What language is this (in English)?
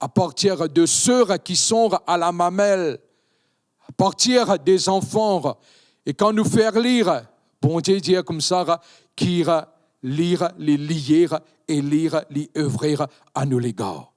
Morisyen